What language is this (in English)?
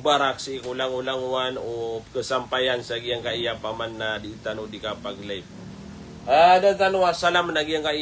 Maranao